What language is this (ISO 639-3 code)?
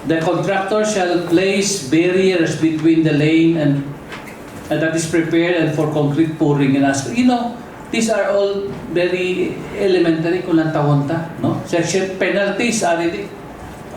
hil